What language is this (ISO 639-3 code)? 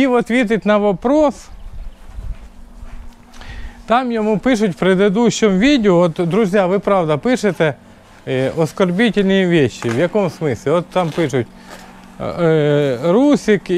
ukr